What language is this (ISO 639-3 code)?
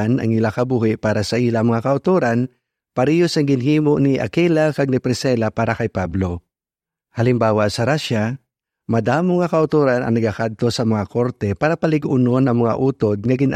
hil